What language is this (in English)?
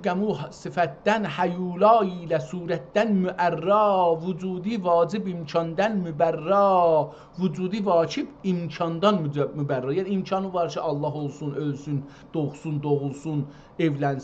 South Azerbaijani